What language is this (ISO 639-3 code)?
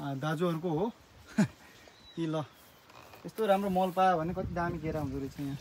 nep